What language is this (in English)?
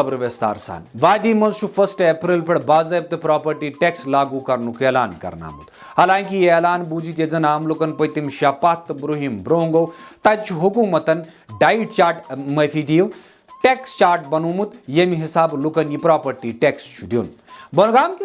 Kashmiri